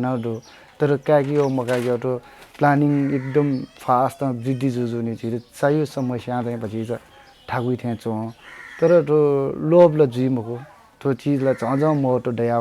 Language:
Newari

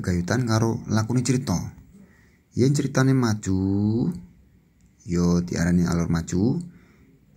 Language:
Javanese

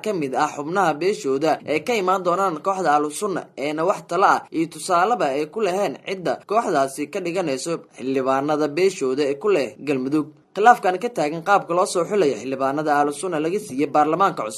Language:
Somali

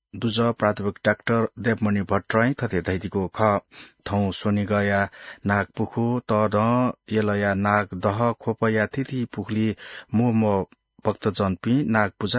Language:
Newari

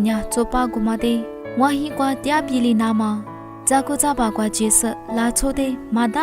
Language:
Lisu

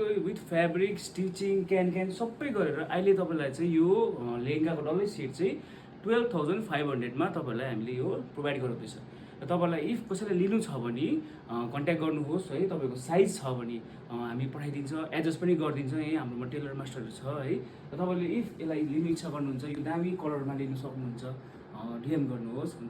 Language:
Nepali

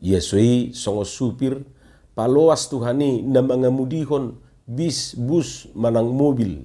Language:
Batak Toba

